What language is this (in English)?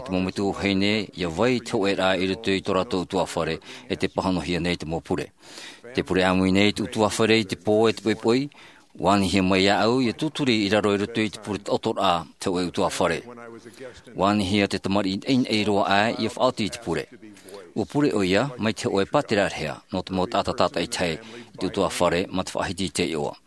Tahitian